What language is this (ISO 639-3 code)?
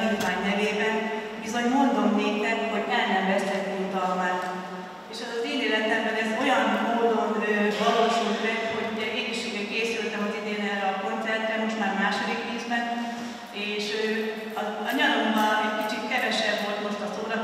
hun